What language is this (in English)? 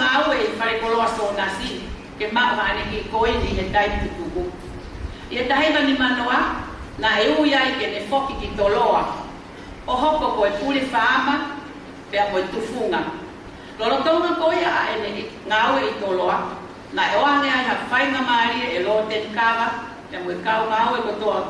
Tongan